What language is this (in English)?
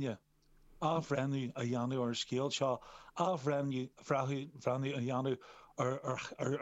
Irish